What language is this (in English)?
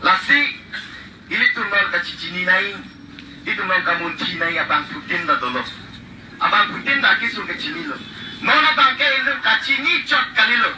Karbi